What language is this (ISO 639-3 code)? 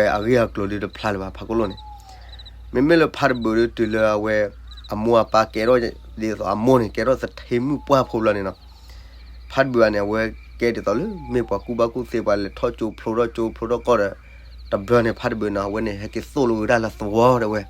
ksw